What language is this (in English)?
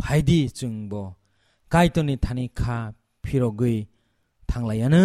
Kok Borok